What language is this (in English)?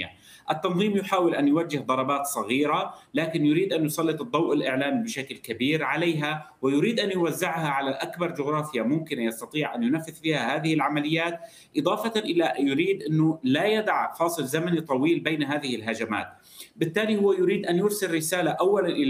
Arabic